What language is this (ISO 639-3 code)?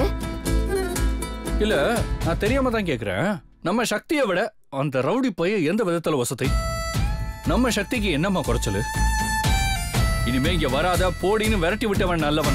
tam